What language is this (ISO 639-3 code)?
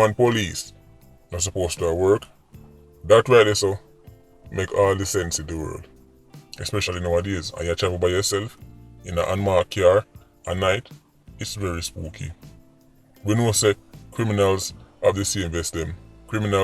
jam